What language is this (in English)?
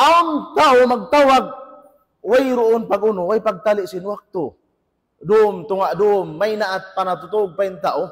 Tausug